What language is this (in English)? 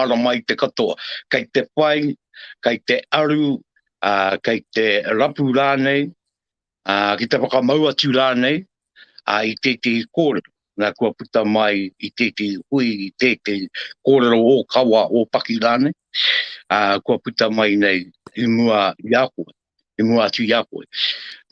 Māori